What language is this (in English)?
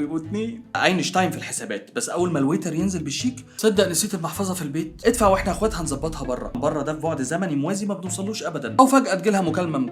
Egyptian Arabic